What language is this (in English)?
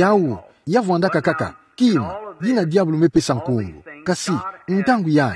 Kituba (Democratic Republic of Congo)